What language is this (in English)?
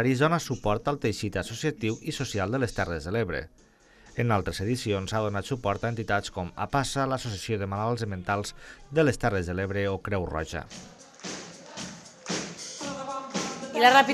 Catalan